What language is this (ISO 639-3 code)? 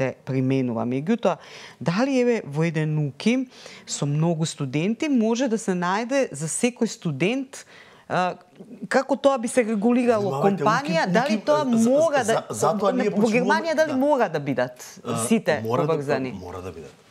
mkd